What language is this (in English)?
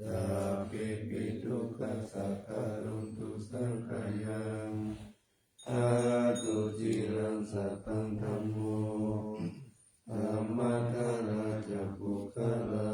Pali